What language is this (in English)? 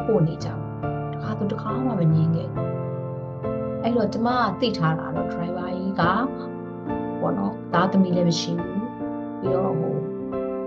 Burmese